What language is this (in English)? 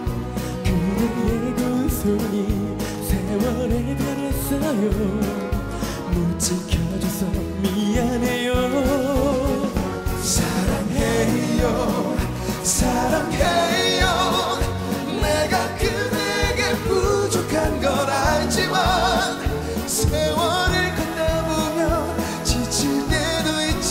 Korean